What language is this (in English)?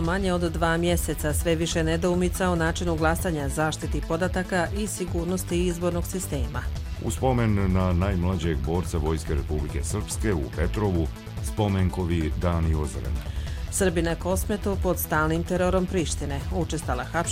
Croatian